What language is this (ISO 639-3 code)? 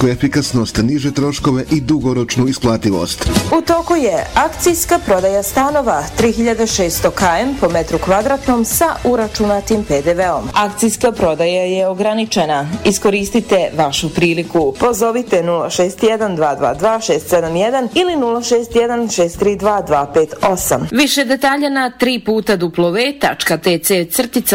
bos